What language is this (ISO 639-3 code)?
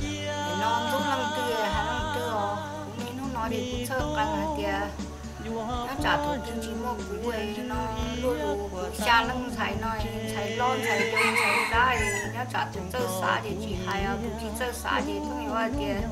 hmn